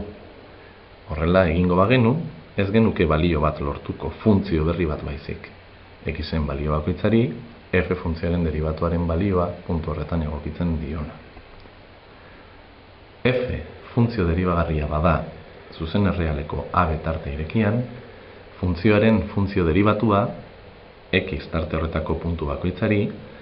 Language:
Basque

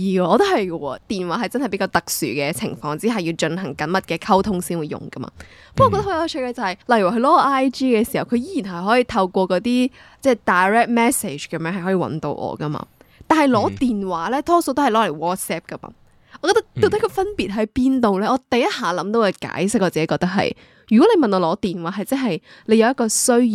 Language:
Cantonese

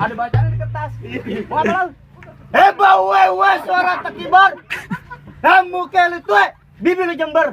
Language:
Betawi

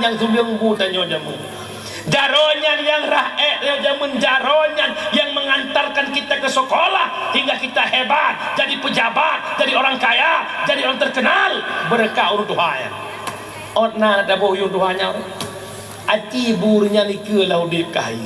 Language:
Achinese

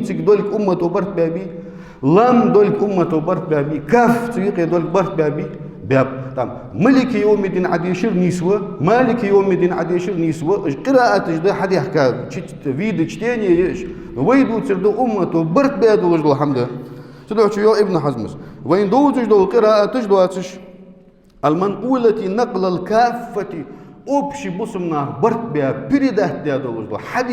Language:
Ingush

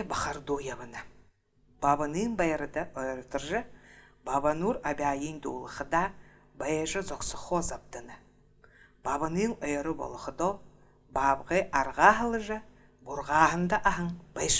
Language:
Buriat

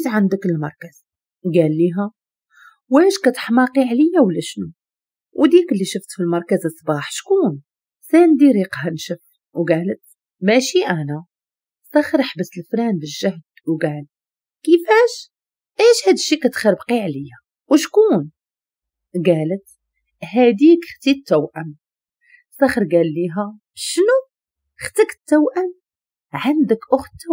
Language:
Moroccan Arabic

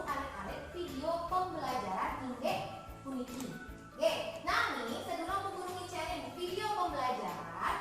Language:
Balinese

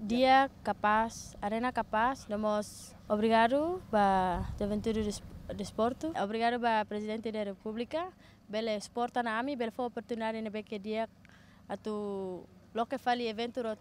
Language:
Tetum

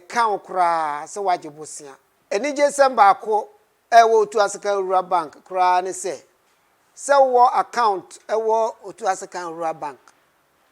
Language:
Akan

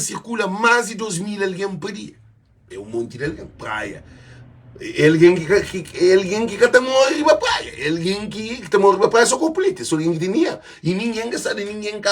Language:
Kabuverdianu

